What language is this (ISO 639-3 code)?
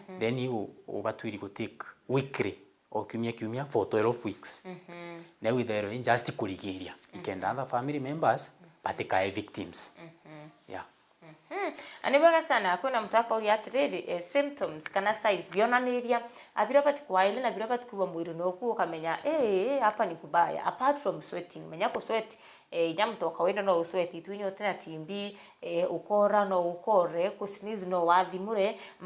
mer